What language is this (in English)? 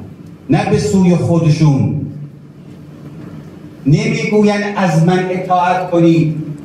Persian